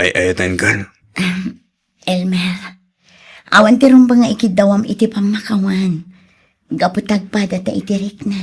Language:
Iloko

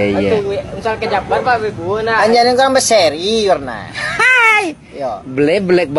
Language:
Minangkabau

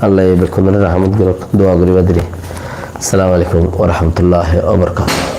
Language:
Rohingya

